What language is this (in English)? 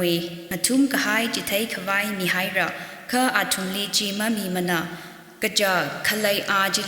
Tangkhul Naga (India)